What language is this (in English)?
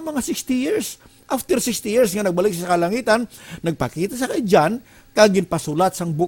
Hiligaynon